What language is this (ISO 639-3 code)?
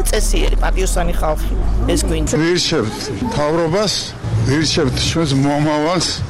kat